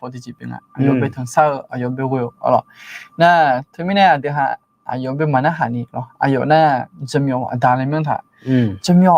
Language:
Akha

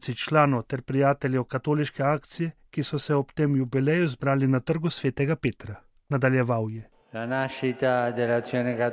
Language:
Slovenian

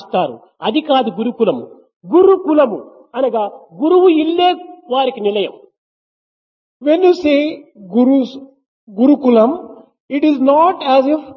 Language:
Telugu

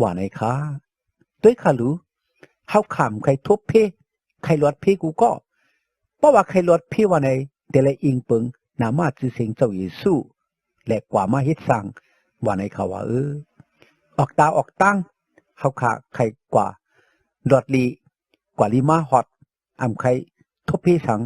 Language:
Shan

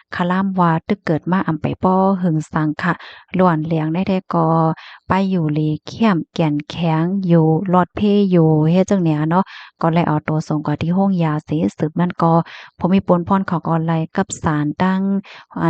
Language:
Shan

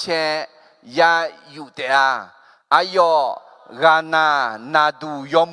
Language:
Akha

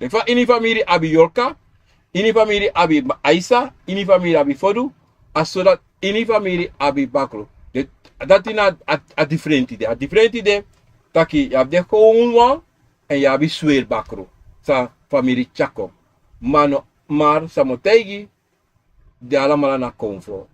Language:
Sranan Tongo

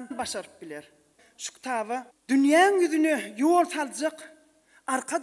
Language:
Turkmen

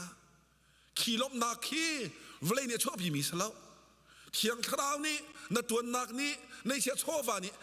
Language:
Hakha Chin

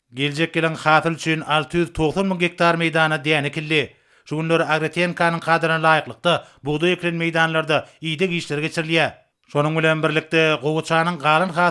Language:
Turkmen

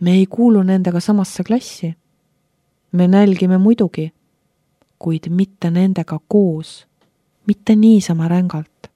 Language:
Estonian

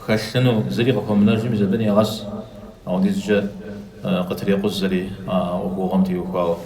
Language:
Kabardian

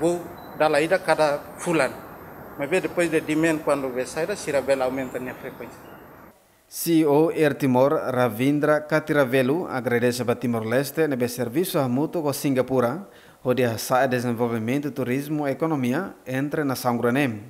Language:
Tetum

